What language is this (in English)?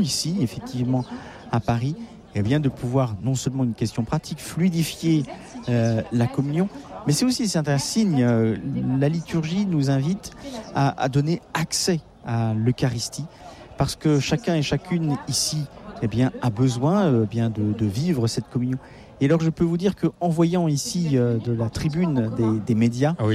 French